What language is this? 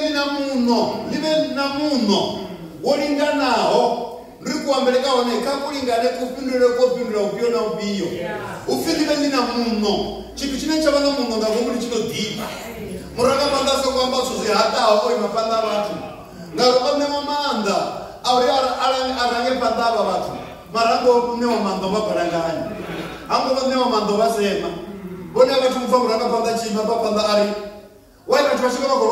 Venda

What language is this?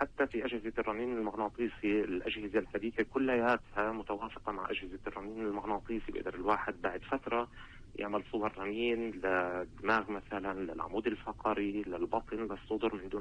North Levantine Arabic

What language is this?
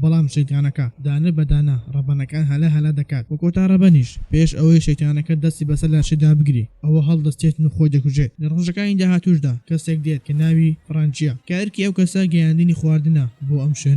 Central Kurdish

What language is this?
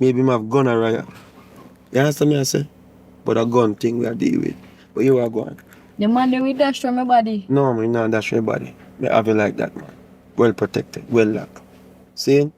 Jamaican Creole English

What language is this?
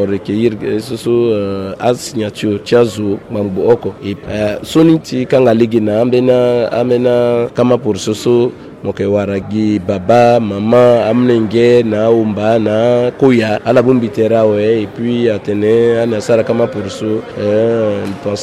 Sango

